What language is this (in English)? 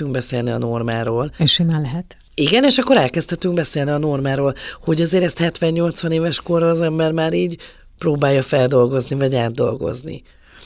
Hungarian